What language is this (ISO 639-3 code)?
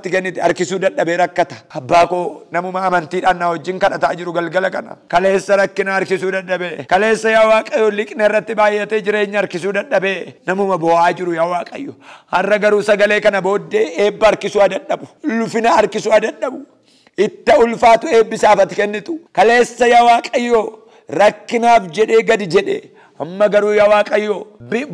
orm